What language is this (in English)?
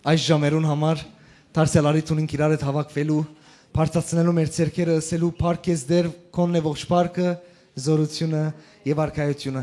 Western Armenian